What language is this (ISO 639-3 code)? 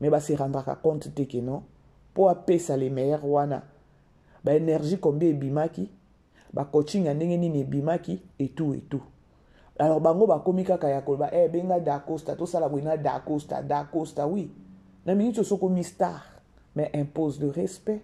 lin